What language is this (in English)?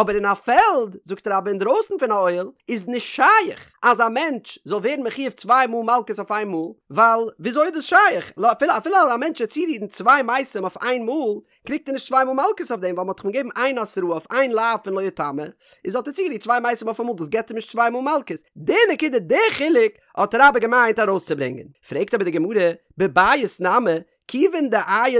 Yiddish